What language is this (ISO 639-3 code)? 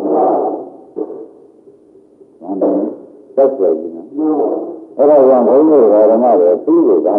mya